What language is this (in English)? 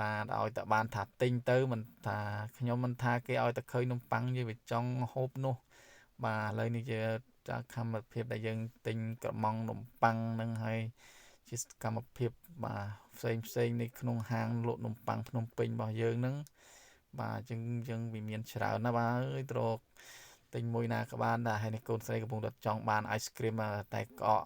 Khmer